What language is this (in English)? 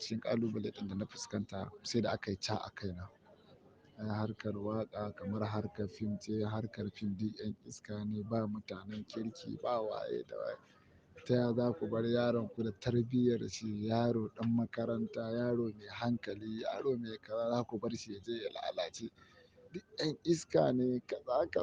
Hausa